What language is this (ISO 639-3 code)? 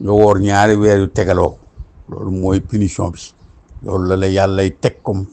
wol